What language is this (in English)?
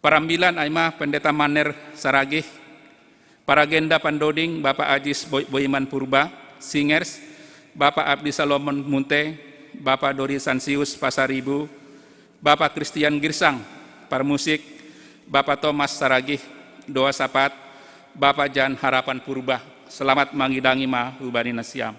Batak Simalungun